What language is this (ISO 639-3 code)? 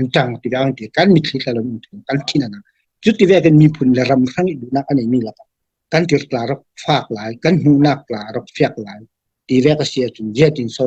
cfm